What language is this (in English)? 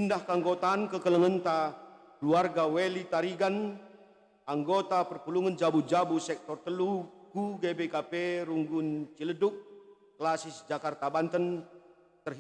Batak Karo